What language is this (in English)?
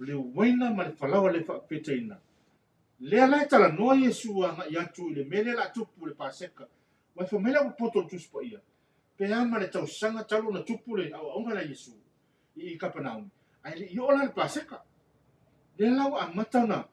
Samoan